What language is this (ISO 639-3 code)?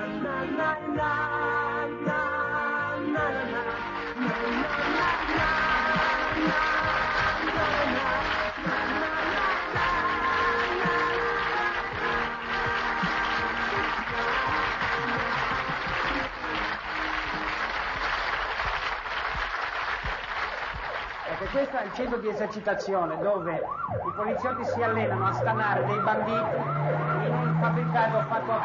ita